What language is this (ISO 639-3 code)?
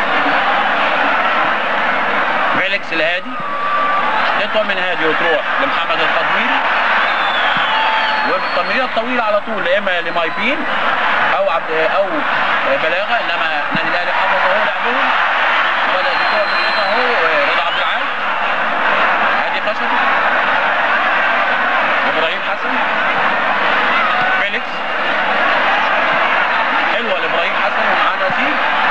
arz